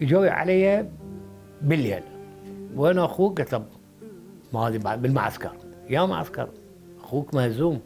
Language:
Mesopotamian Arabic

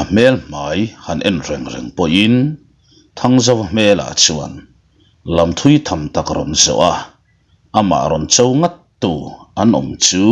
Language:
Mizo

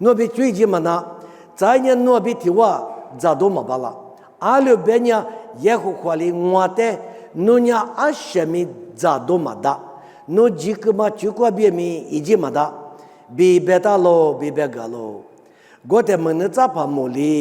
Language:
Lisu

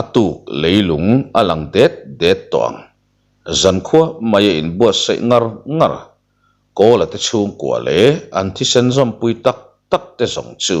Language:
Mizo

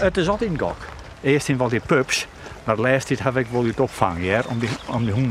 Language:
Western Frisian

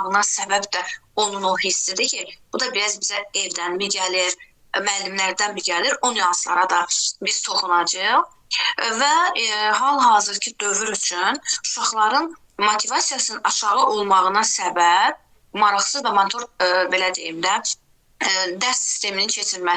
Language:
Azerbaijani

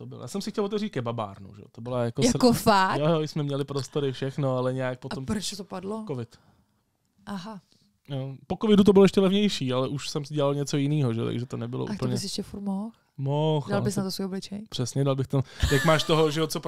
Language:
Czech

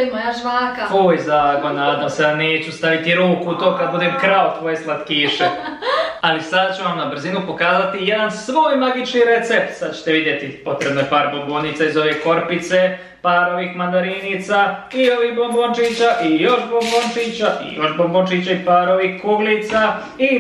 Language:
Croatian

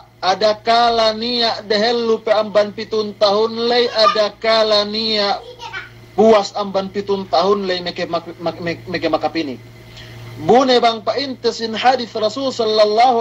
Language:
Yakan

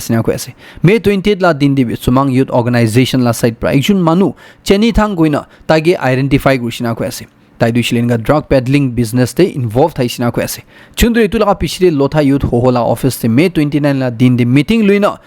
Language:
Naga Pidgin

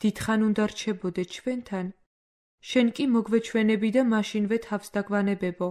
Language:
Georgian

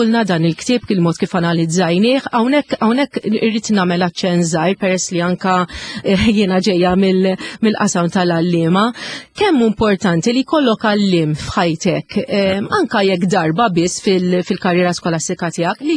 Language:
Maltese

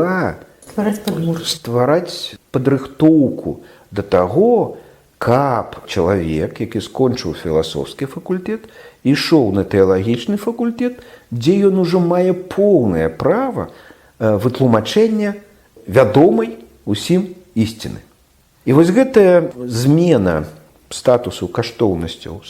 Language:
Belarusian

